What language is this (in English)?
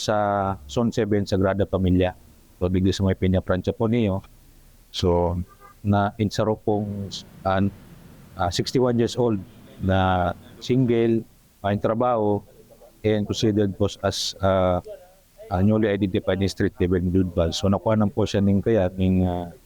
Bikol